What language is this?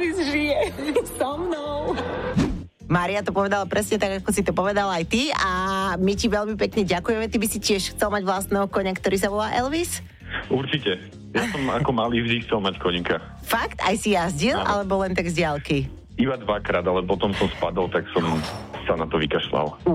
Slovak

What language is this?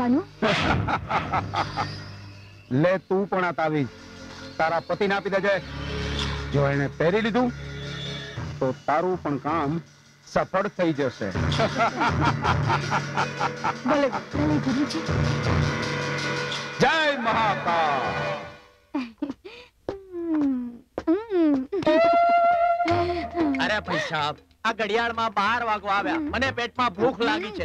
Gujarati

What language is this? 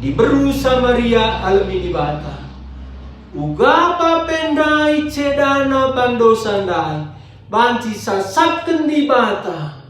Batak Karo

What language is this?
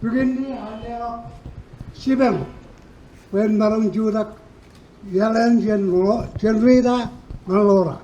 Marshallese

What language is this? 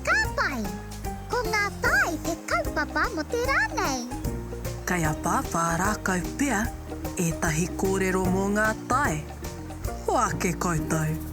Māori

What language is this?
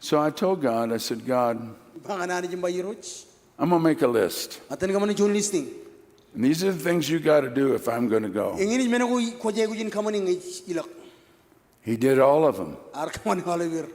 Marshallese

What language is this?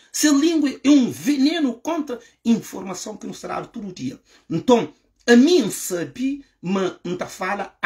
Kabuverdianu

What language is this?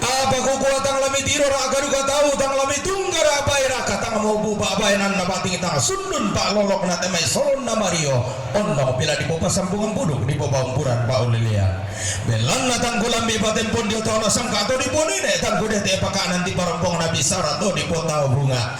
Toraja-Sa'dan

